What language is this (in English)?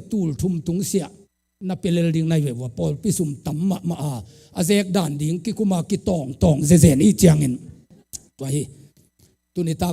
Tedim Chin